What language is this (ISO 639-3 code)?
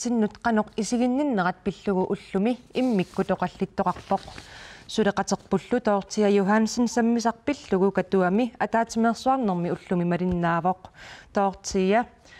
kal